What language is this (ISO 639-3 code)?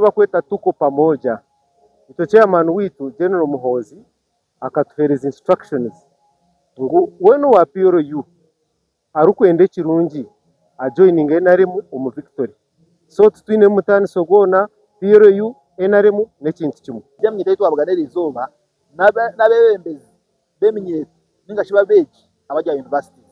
nyn